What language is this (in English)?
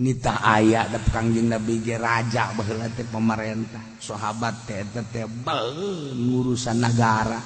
Sundanese